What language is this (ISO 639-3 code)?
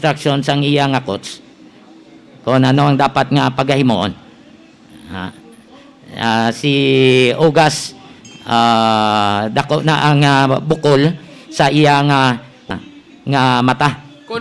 hil